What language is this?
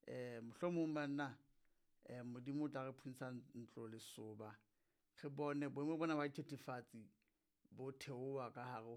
Southern Sotho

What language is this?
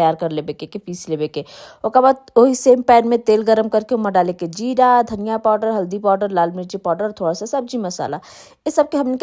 Bhojpuri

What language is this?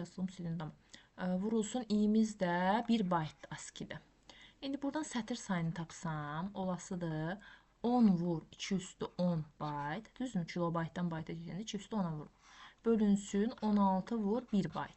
Azerbaijani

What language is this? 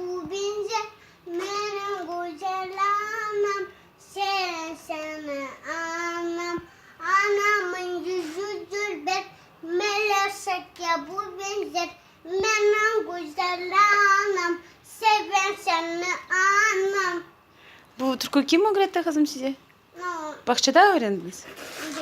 Crimean Tatar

